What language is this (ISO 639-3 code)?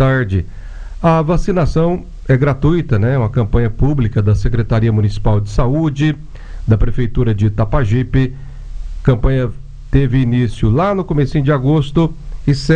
por